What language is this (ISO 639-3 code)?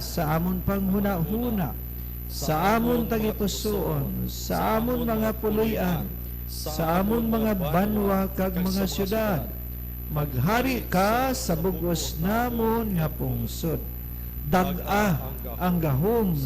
hil